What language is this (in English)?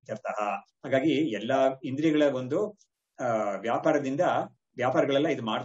Kannada